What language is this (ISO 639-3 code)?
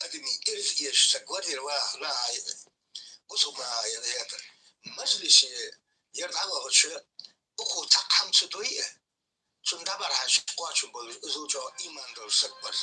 inh